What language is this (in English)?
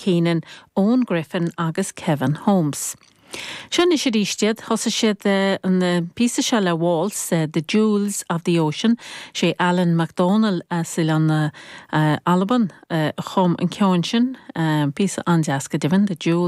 Irish